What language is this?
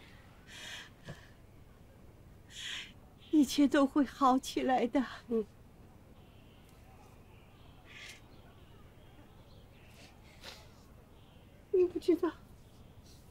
Chinese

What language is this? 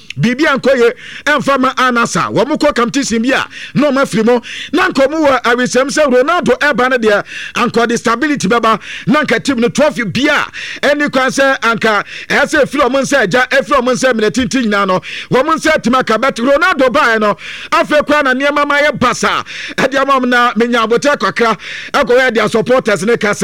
Akan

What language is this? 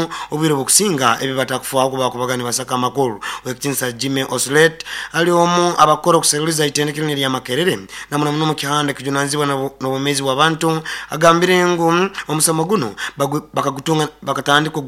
Nyoro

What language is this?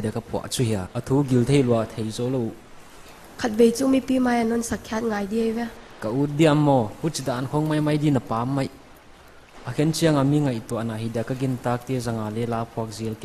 Paite Chin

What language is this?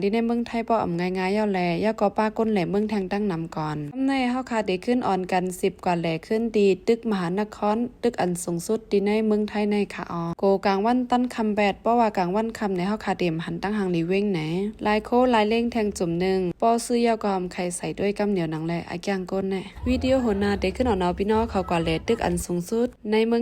Shan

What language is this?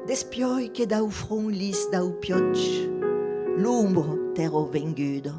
Occitan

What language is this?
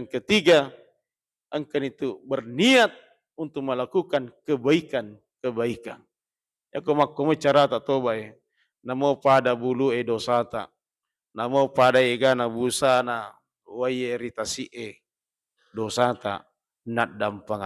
Buginese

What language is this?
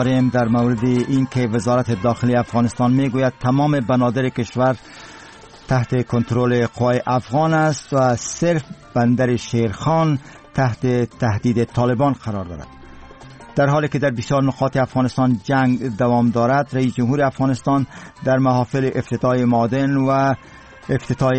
Persian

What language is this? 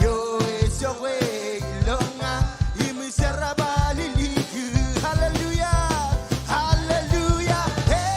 Marshallese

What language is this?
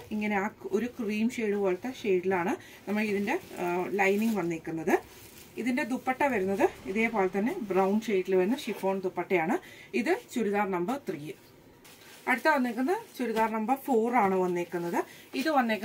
Malayalam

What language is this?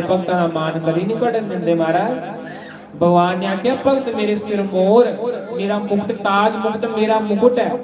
Dogri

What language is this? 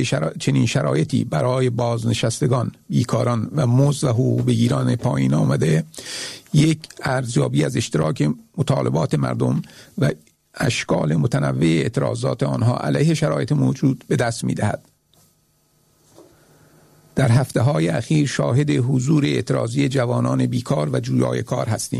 Persian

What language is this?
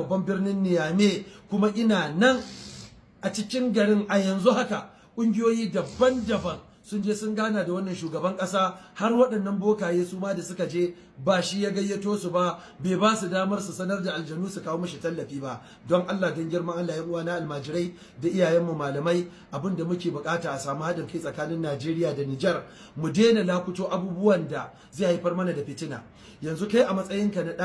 Hausa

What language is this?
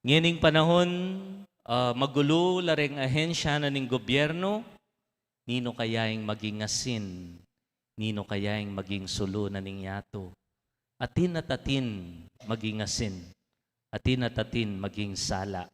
Pampanga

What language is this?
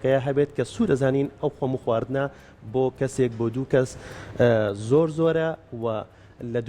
Central Kurdish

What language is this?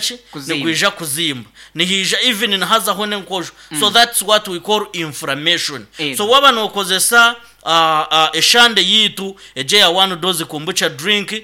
Nyankole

